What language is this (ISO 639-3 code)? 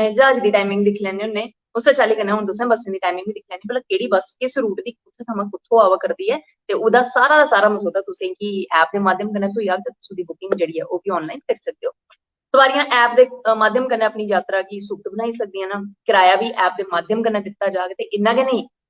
doi